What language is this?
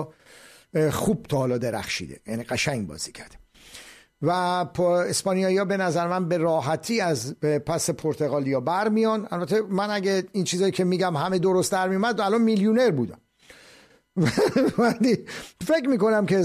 Persian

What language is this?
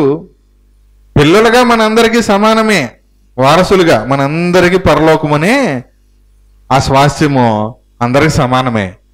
Telugu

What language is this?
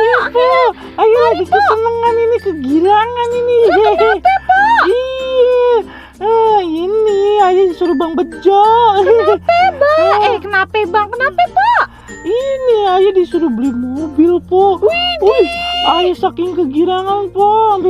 Betawi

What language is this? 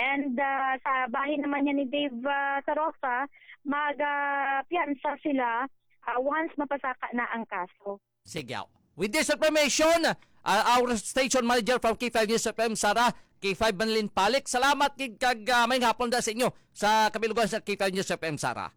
Hiligaynon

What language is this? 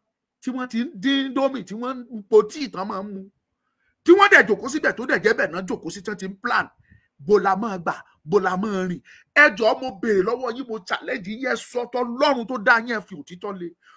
Yoruba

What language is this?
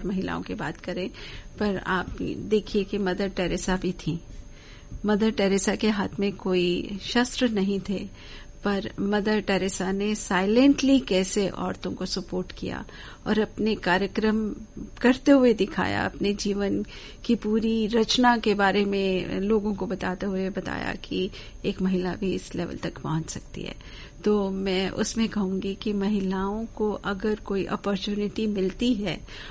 Hindi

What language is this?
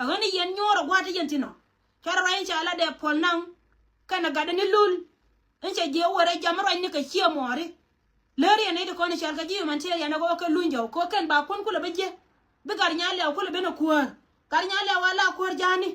Nuer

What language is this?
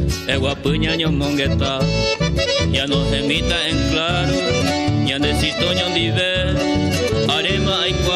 Guarani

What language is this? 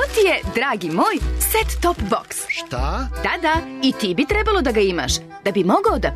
Serbian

